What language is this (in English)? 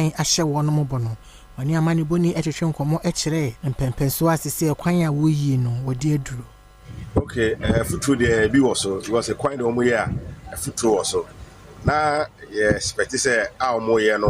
Akan